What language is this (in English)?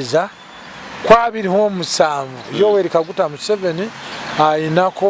Ganda